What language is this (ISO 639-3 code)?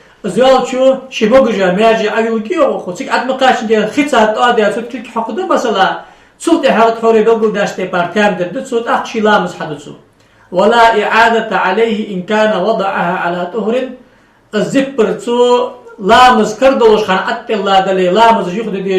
inh